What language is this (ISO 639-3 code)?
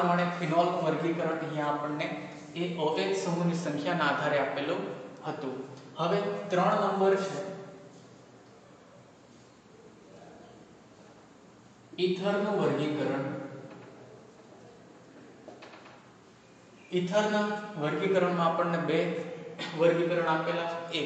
guj